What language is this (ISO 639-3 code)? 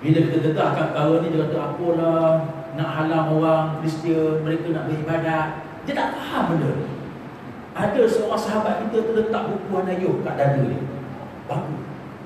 msa